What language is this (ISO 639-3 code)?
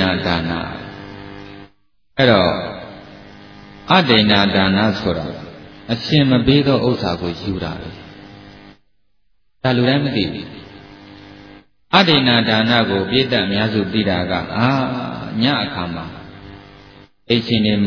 mya